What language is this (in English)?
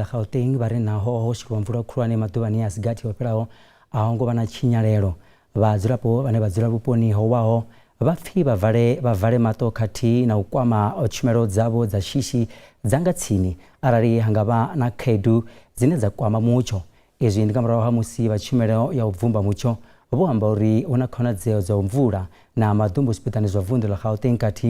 Venda